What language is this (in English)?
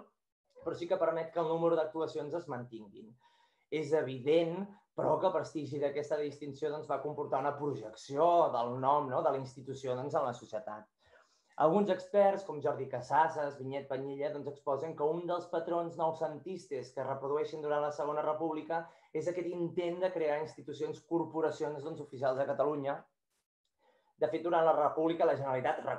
Catalan